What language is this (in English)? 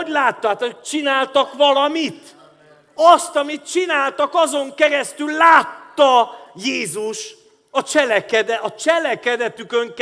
Hungarian